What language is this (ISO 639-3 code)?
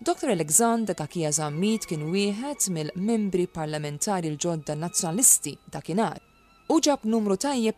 mlt